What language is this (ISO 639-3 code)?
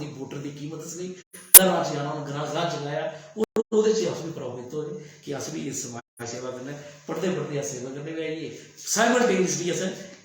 doi